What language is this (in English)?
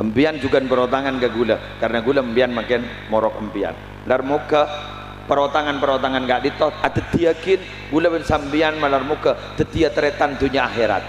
Madurese